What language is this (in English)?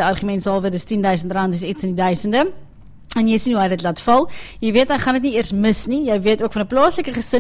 Afrikaans